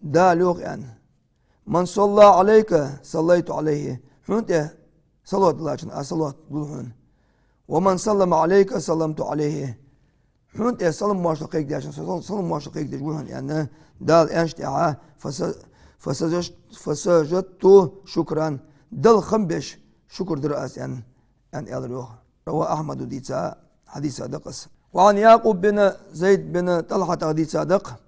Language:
Ingush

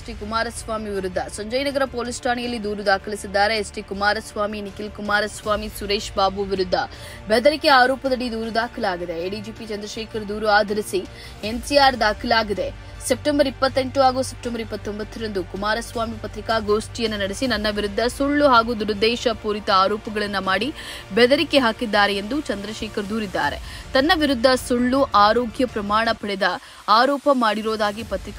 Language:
Kannada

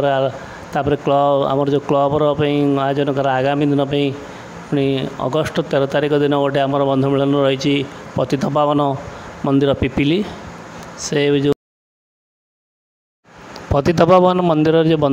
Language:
Odia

